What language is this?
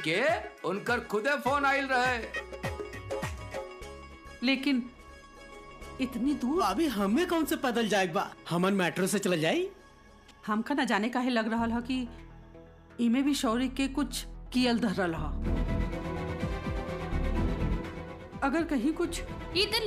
Bhojpuri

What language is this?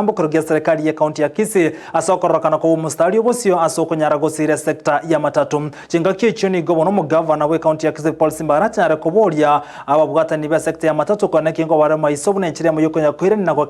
Gusii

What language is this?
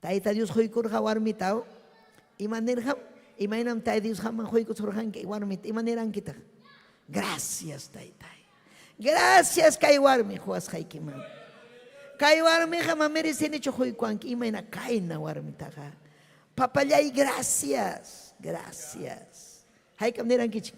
Ayacucho Quechua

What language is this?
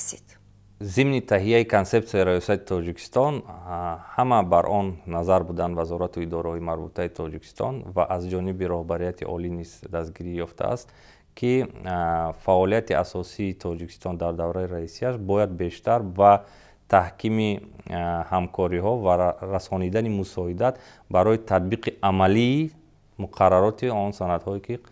Tajik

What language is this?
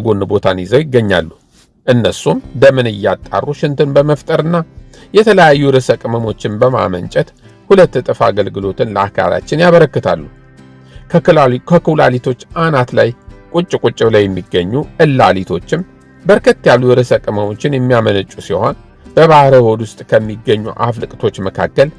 Amharic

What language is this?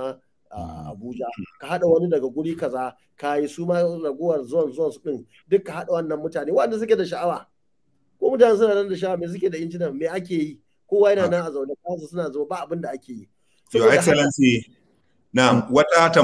Hausa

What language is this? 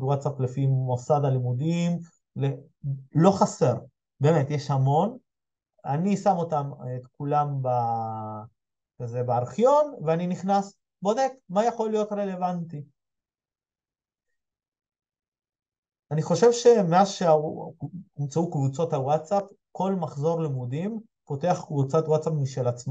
Hebrew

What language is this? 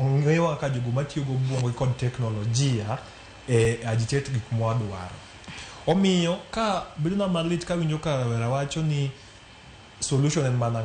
Luo (Kenya and Tanzania)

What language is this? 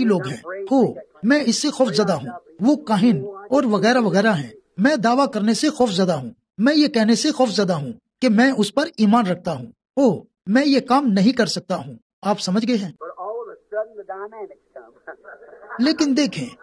Urdu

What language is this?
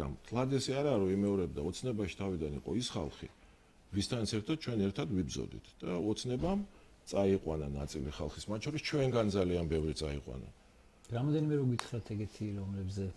Georgian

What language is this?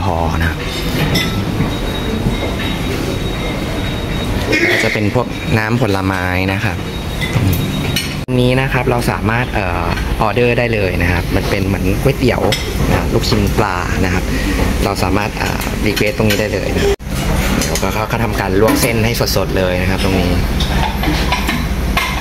Thai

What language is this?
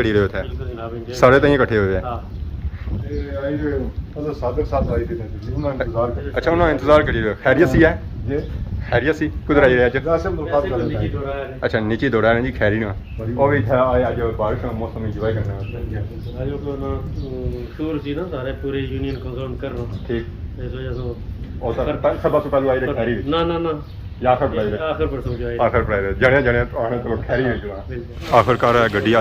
Pahari-Potwari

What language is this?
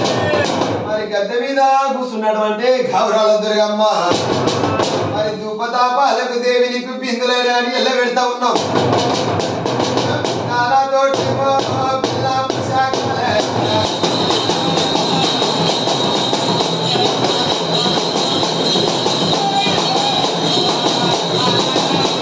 Telugu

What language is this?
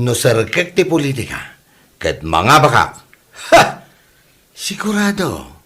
Iloko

